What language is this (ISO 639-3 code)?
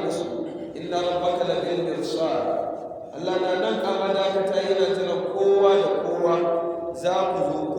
hau